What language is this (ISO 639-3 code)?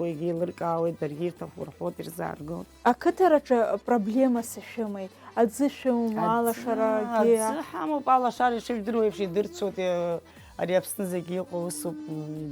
abk